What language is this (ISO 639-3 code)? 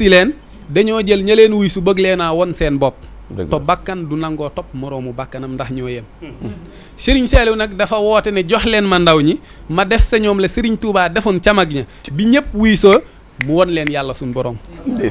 wol